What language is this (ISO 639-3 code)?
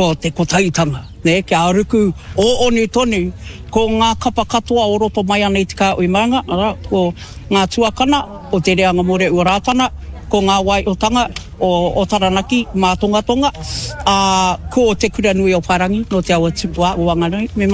mri